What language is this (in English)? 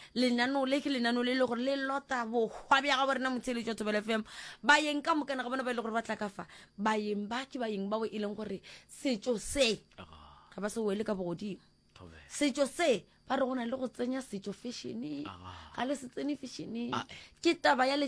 Northern Sotho